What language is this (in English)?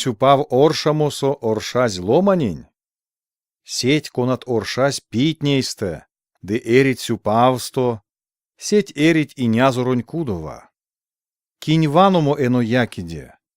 Erzya